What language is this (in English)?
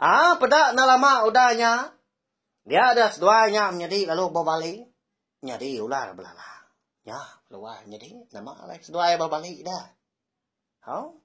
Iban